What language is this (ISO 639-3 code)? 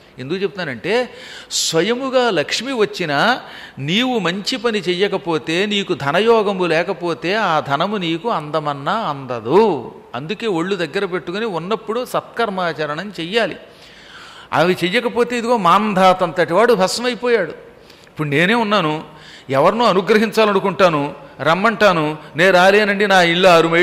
tel